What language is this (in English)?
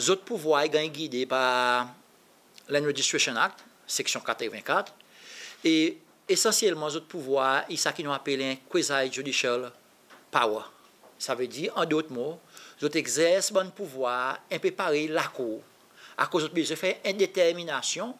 Seselwa Creole French